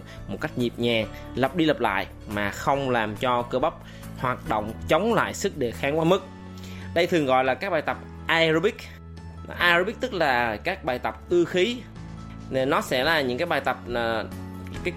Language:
Vietnamese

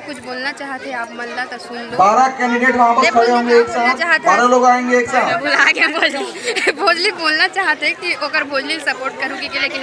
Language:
Chhattisgarhi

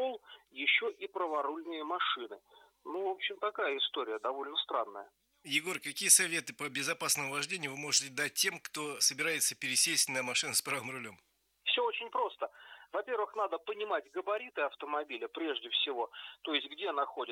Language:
Russian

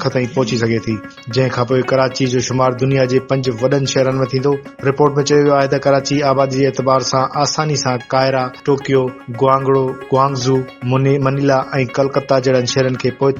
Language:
Sindhi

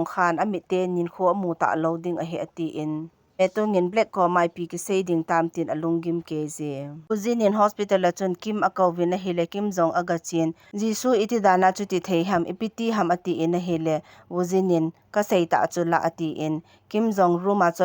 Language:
Thado Chin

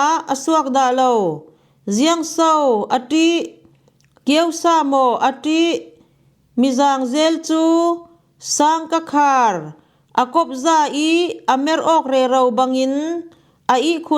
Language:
Falam Chin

